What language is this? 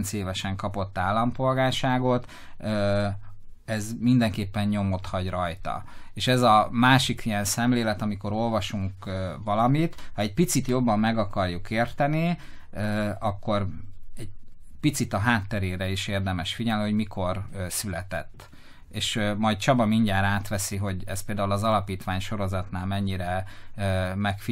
Hungarian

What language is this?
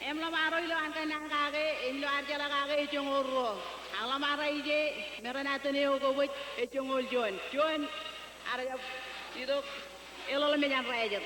Marshallese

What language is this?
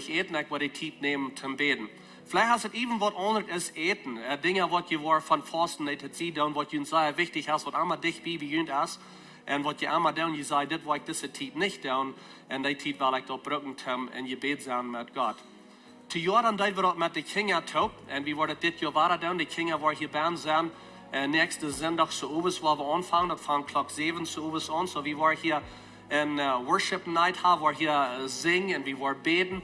Plautdietsch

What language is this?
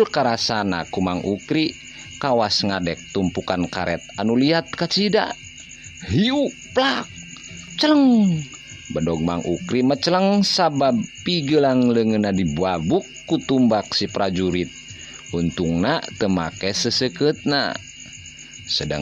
Sundanese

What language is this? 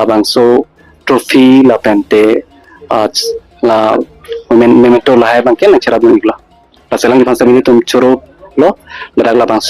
Karbi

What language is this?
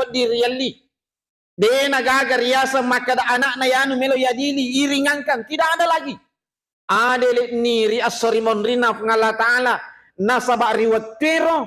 Buginese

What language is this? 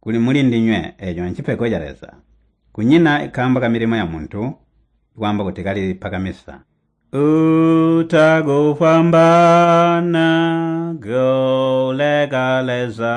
Tonga (Zambia)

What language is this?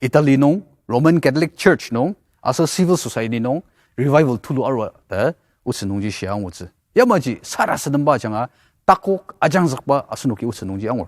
Ao Naga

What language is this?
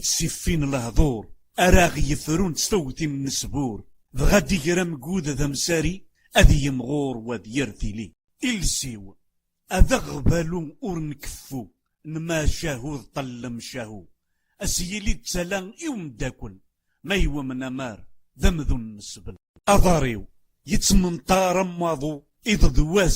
Kabyle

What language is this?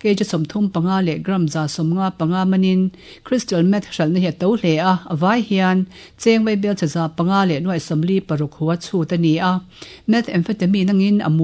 Mizo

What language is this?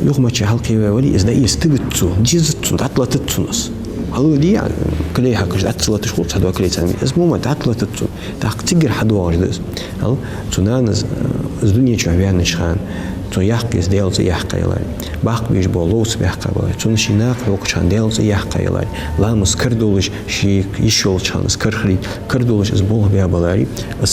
Ingush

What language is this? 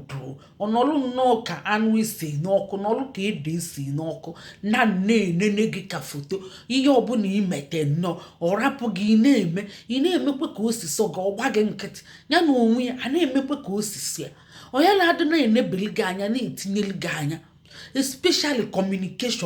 Igbo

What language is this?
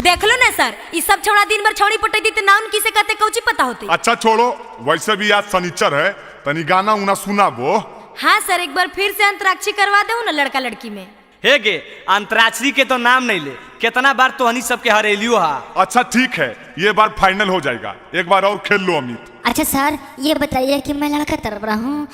Magahi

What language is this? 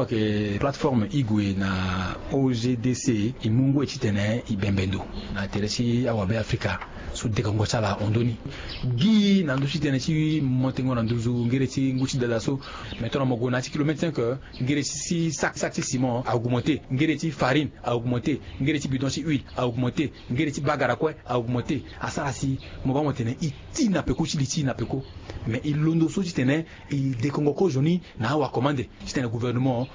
Sango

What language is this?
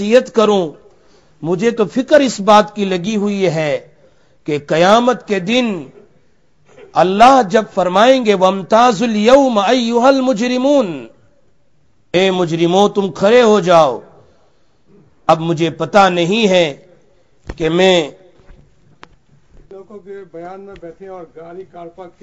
Urdu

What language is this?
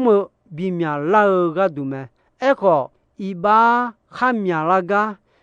Akha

